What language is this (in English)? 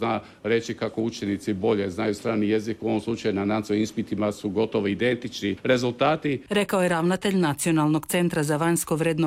Croatian